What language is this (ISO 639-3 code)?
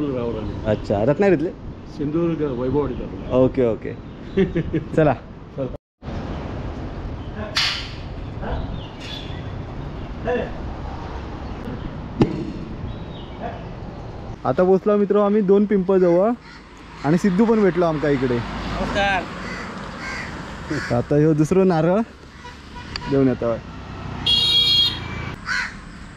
mar